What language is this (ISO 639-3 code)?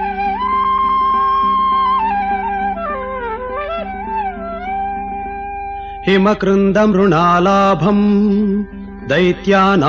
kan